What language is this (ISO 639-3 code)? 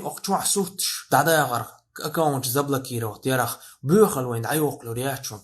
che